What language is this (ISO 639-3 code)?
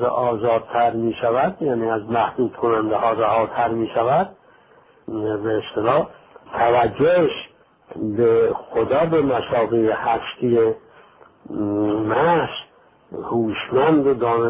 fas